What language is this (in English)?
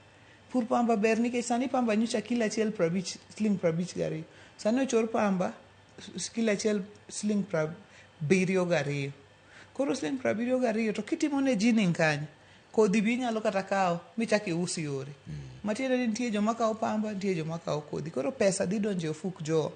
Luo (Kenya and Tanzania)